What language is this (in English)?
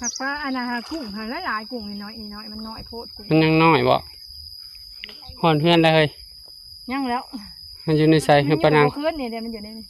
Northeastern Thai